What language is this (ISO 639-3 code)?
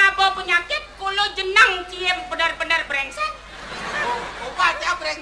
ban